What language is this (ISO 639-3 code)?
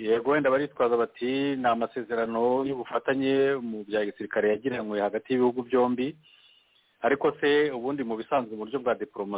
kin